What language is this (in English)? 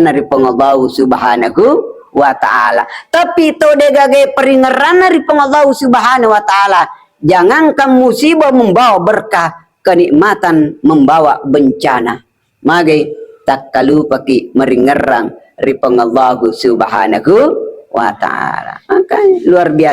Buginese